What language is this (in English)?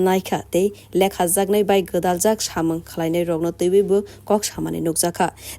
Kok Borok